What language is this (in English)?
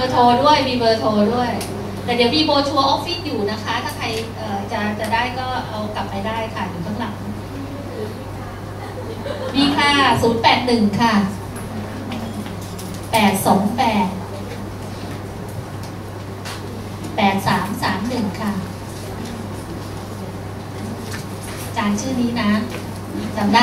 Thai